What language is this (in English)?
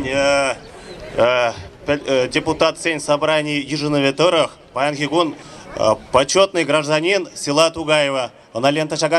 Chuvash